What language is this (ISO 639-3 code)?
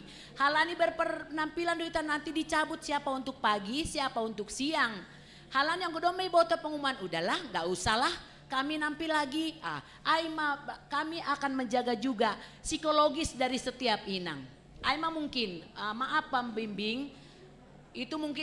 bts